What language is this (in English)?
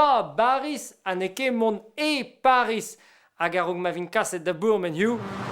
Breton